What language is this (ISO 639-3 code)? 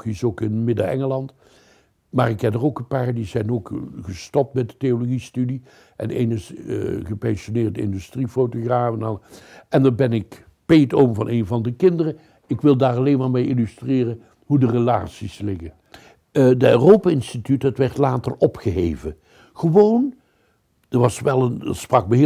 nld